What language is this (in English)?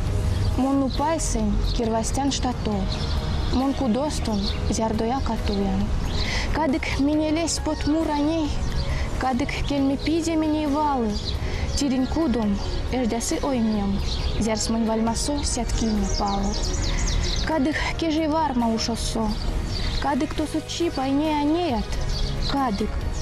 Erzya